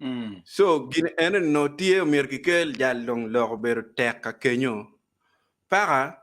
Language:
Acoli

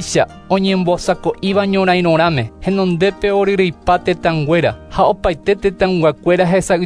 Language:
Guarani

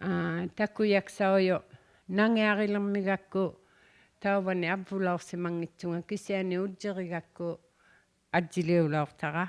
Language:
Inuktitut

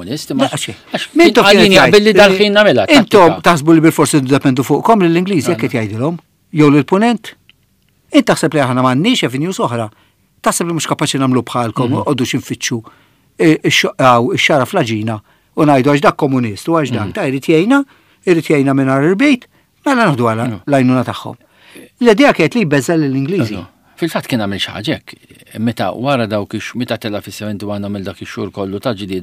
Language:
Maltese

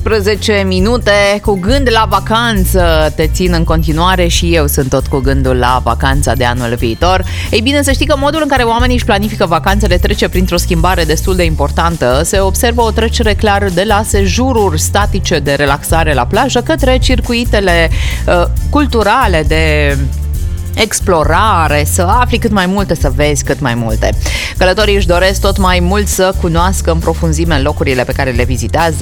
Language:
Romanian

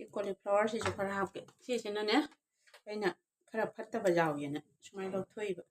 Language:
Manipuri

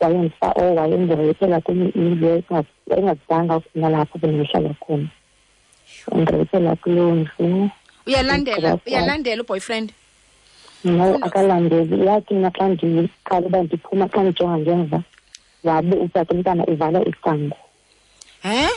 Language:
Xhosa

